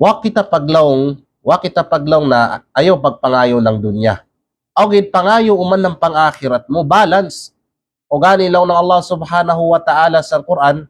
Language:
Kalagan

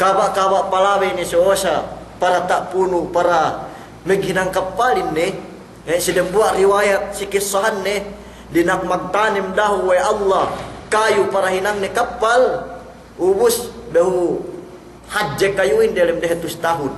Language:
Yakan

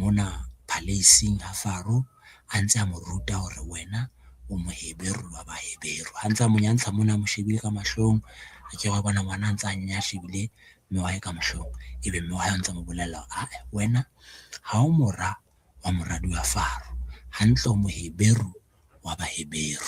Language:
Southern Sotho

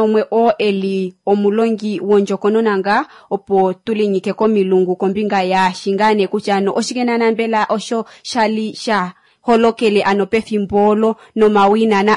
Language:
Kuanyama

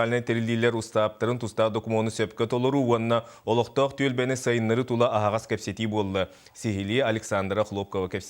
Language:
Yakut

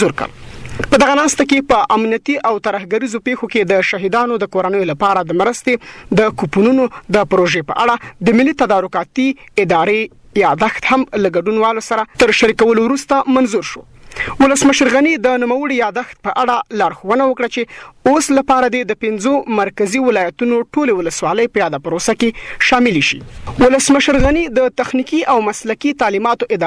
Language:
Pashto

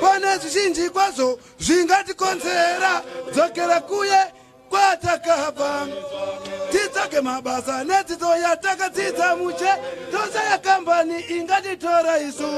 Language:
Shona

